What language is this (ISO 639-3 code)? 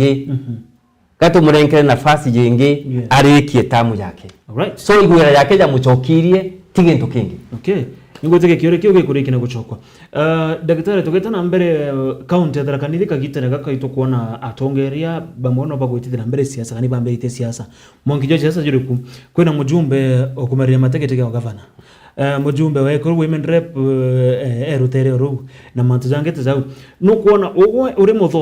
mer